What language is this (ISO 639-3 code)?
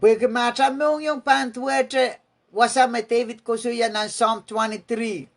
pon